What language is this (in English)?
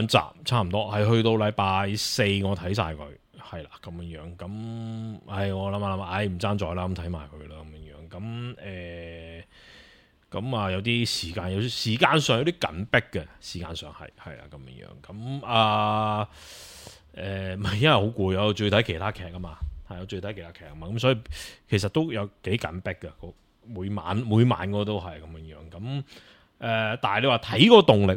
Cantonese